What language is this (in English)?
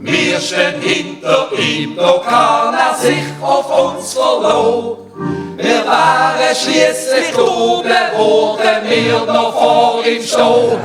Swiss German